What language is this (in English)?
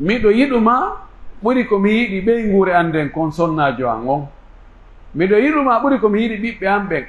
Pular